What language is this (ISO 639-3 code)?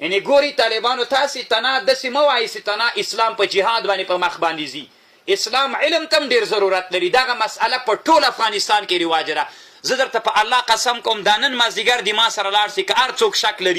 pus